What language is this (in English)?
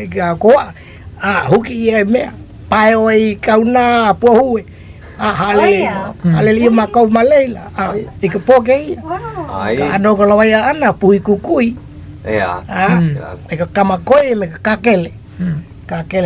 Hawaiian